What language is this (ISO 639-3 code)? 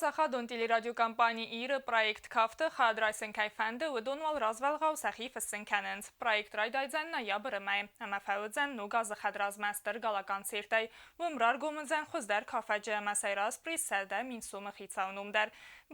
oss